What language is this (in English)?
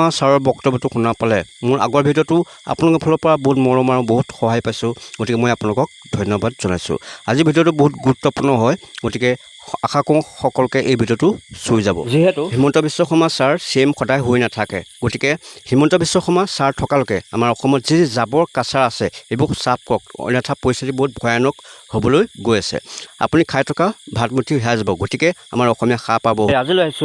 Assamese